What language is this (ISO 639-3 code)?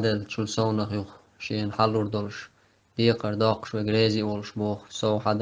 che